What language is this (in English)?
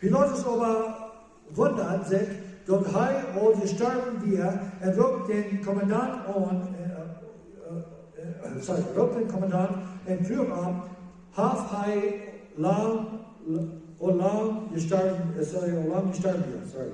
Plautdietsch